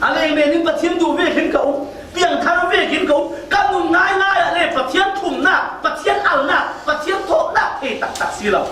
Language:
Falam Chin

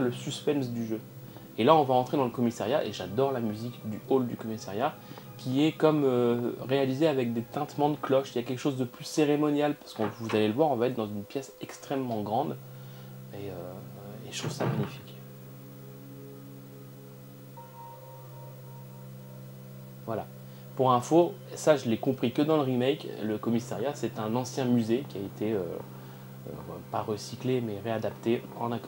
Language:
French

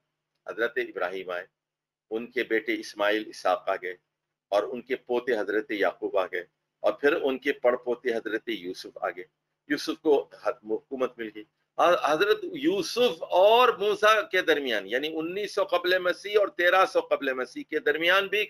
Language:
Urdu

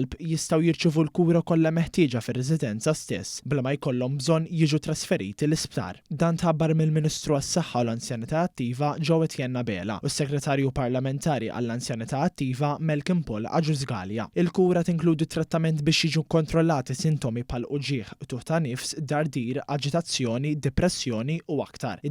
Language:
Maltese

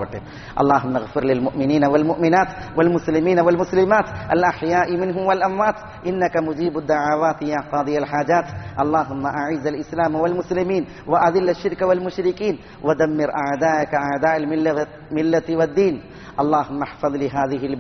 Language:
Malayalam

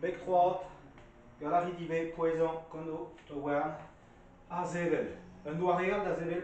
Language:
Breton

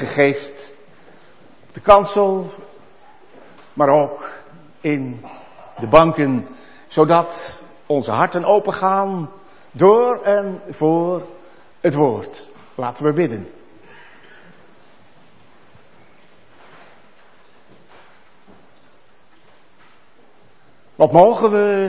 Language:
Dutch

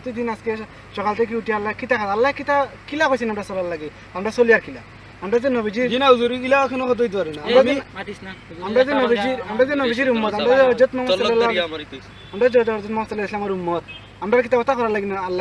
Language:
Sylheti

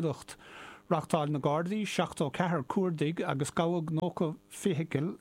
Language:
Irish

